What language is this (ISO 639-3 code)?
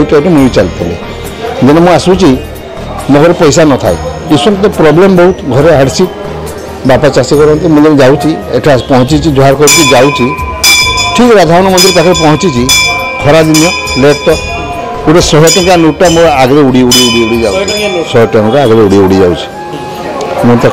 ori